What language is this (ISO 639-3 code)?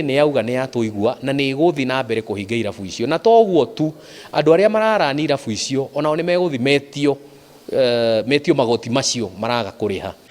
kik